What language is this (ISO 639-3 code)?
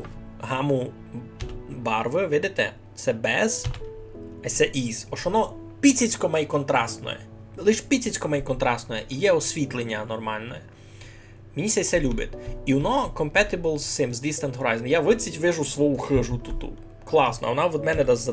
rue